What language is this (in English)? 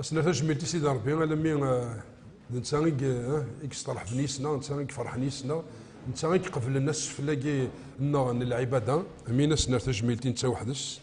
Kabyle